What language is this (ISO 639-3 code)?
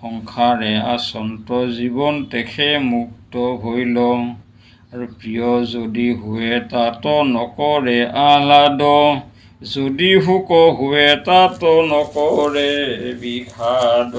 asm